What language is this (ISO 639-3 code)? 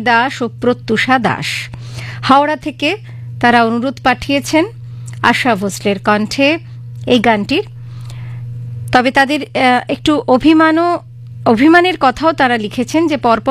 ben